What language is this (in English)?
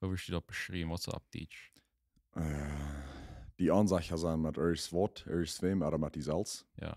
Plautdietsch